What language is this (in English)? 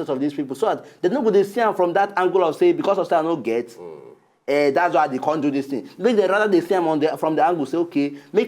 Nigerian Pidgin